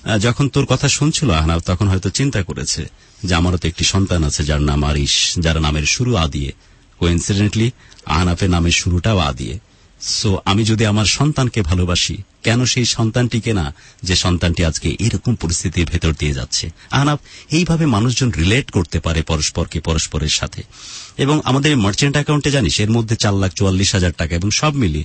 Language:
Bangla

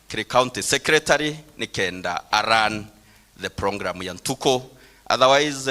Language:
Meru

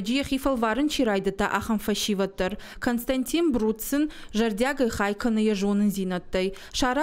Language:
Ossetic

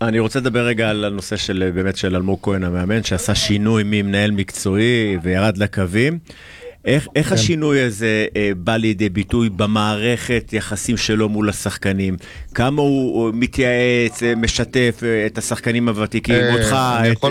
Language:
Hebrew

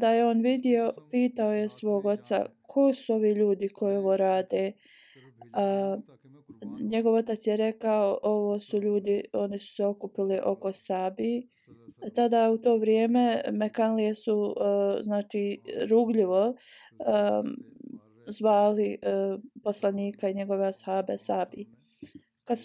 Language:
Bosnian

